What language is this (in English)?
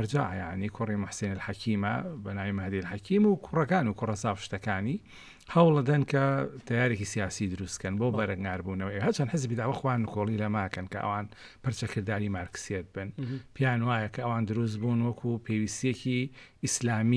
Central Kurdish